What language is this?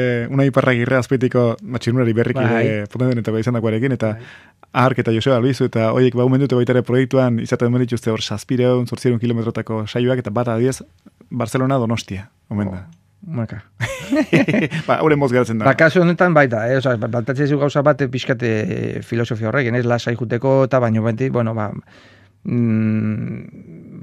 Basque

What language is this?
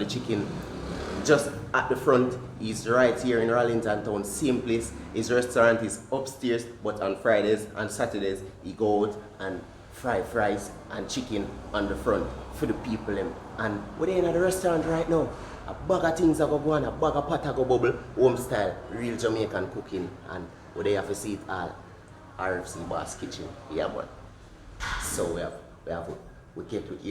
Jamaican Creole English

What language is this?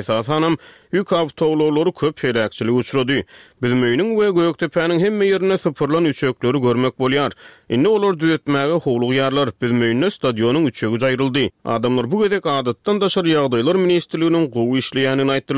Turkmen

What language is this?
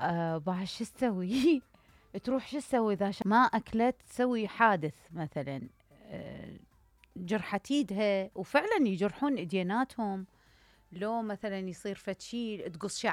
Mesopotamian Arabic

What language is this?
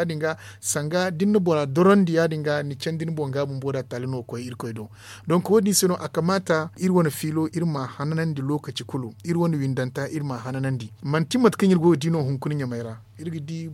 Zarma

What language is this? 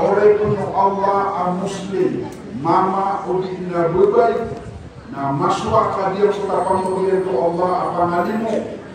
Maranao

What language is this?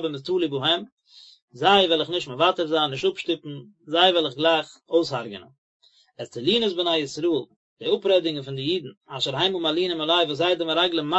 Yiddish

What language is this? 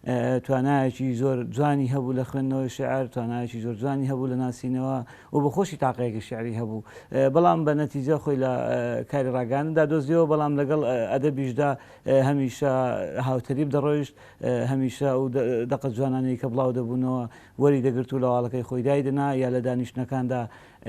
Central Kurdish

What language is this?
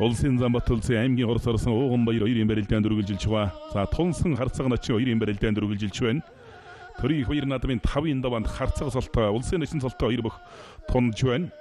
Mongolian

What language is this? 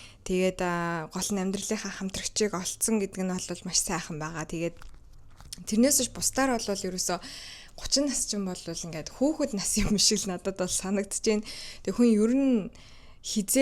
Mongolian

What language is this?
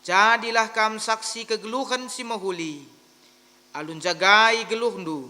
Batak Karo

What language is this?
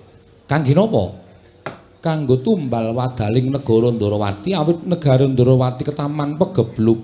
Javanese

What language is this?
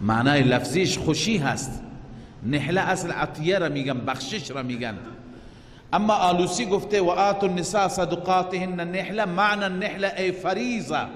Persian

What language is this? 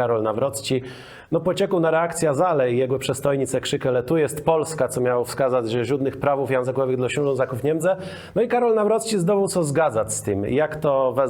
Kashubian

